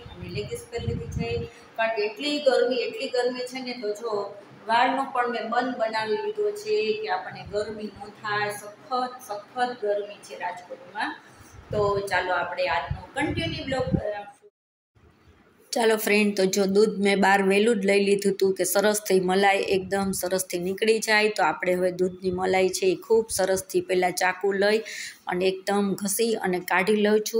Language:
Gujarati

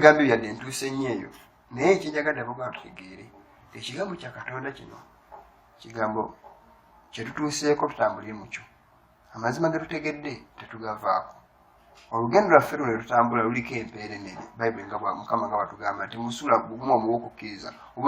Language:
Ganda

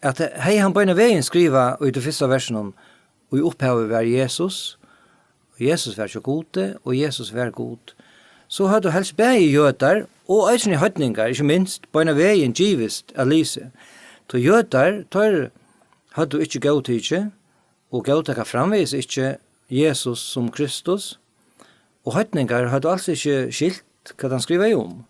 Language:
Faroese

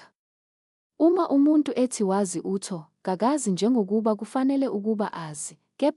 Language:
Zulu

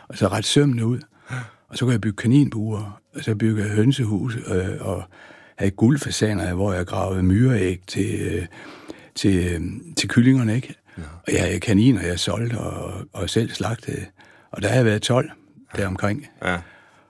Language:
Danish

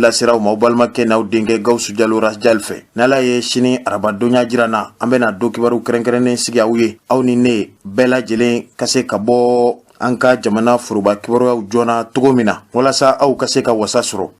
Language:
Bambara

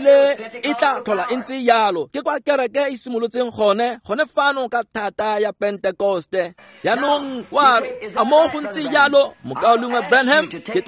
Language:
Tswana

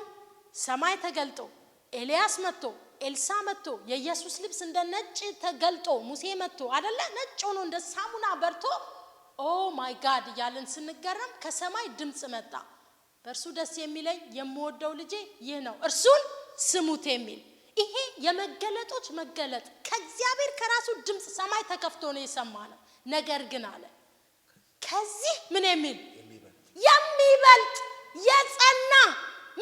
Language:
Amharic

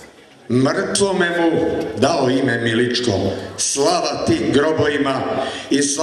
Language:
Serbian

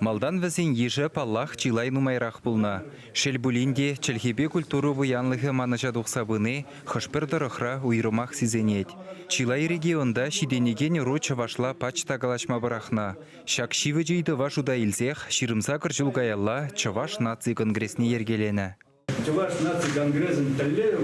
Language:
Chuvash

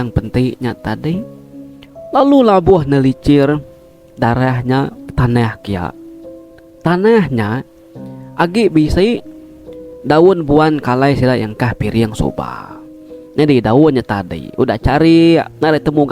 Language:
Iban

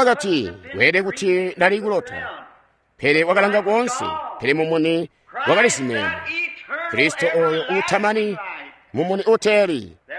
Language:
Tonga (Zambia)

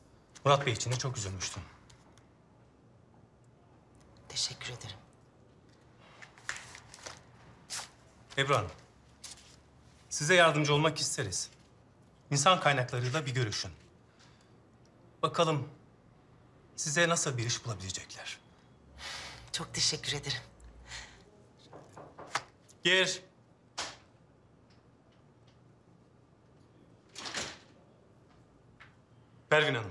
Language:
Turkish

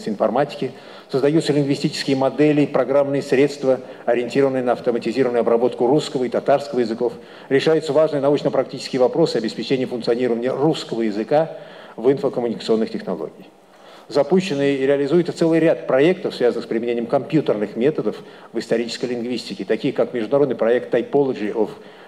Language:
Russian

